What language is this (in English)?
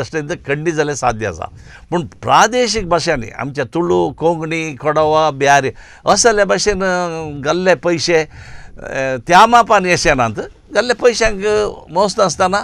Konkani